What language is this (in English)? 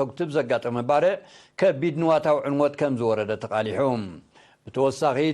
Tigrinya